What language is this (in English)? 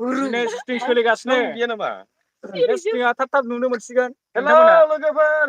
Bodo